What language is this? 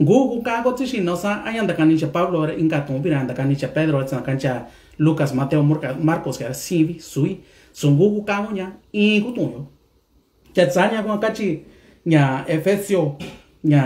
Mixtepec Mixtec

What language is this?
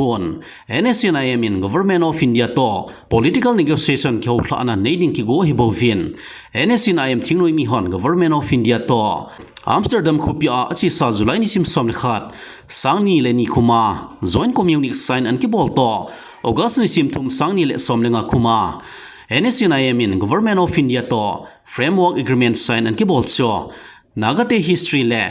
Thado Chin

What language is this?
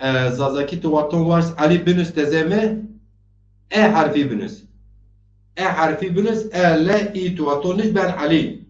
Zaza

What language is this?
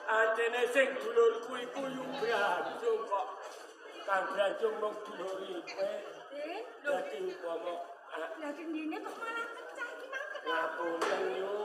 Javanese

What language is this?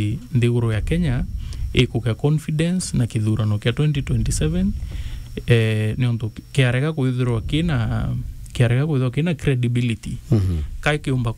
Meru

